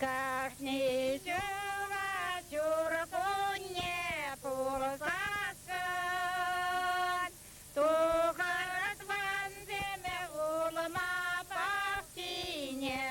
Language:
Chuvash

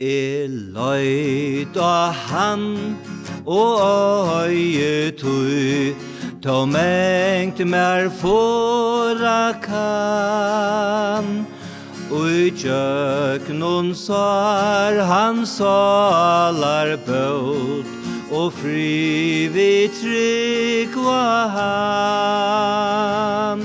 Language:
Faroese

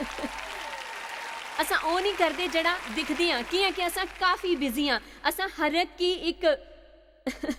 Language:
Dogri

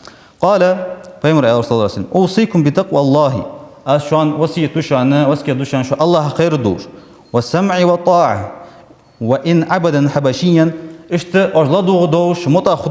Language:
Ingush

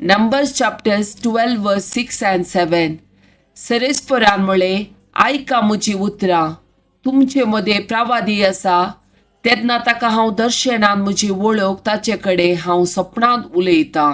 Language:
Konkani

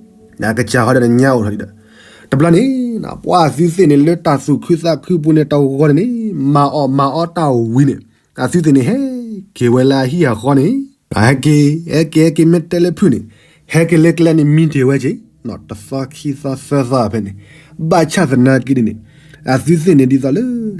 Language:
S'gaw Karen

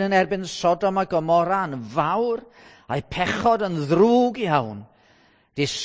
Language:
Welsh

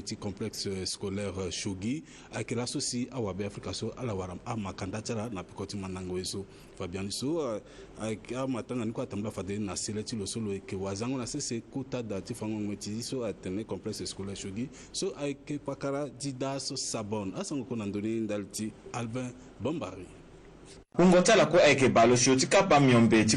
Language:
Sango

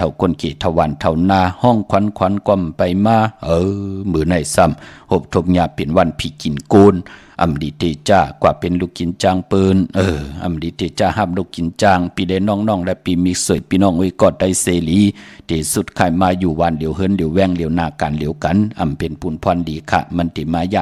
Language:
Shan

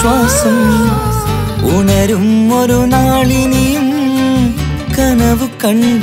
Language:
Malayalam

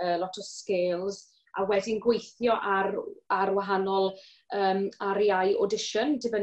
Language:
Welsh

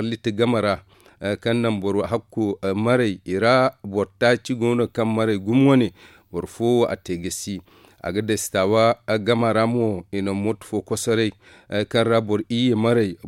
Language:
Zarma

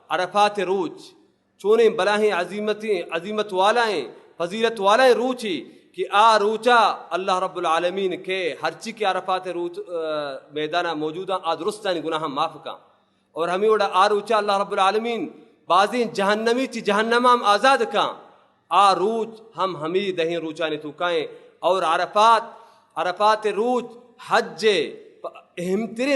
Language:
Baluchi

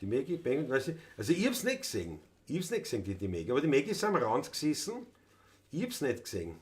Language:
Bavarian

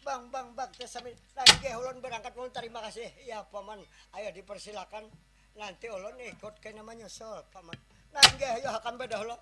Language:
Banjar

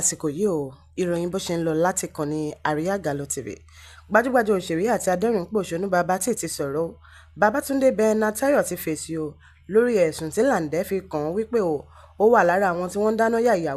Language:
Yoruba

